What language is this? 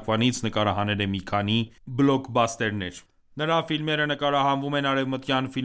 Armenian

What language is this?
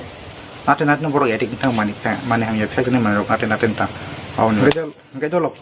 Kok Borok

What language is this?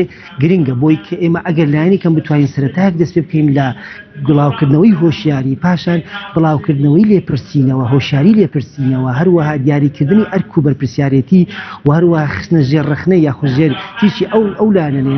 Central Kurdish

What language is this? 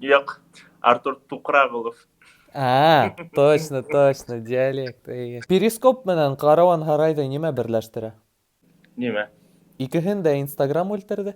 Bashkir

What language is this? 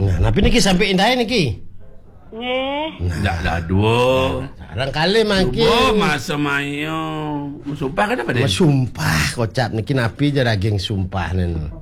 Balinese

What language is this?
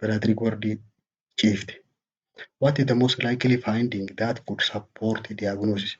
Oromo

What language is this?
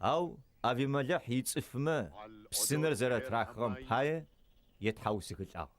Adyghe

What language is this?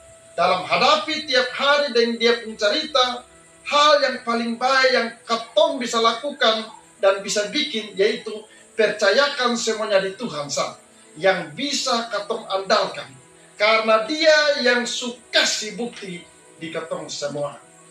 Kupang Malay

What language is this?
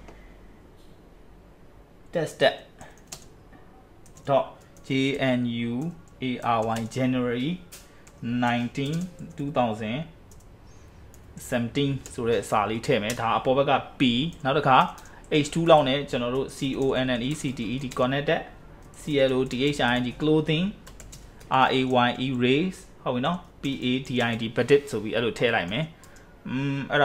Burmese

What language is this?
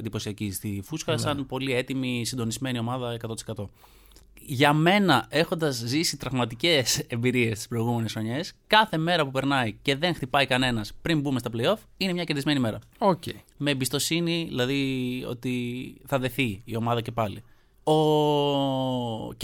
Greek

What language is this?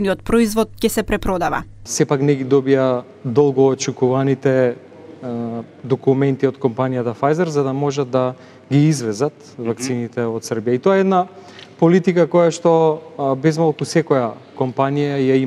Macedonian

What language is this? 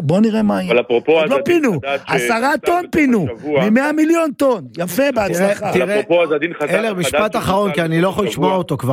Hebrew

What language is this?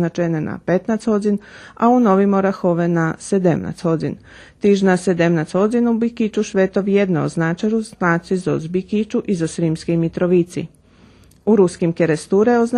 Rusyn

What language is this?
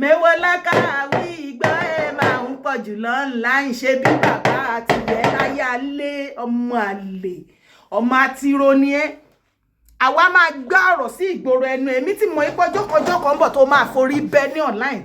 Yoruba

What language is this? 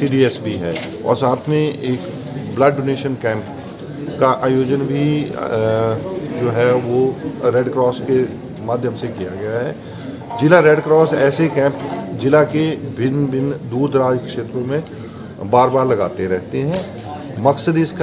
Hindi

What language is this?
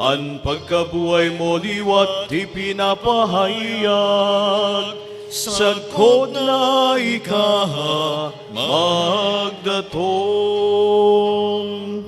Bikol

